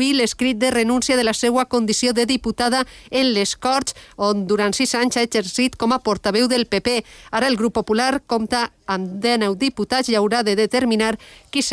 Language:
Catalan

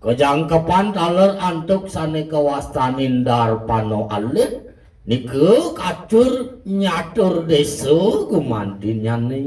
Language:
Balinese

